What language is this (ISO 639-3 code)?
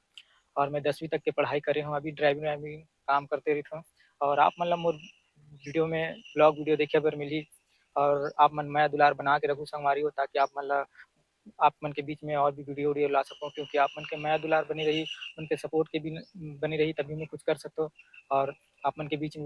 hne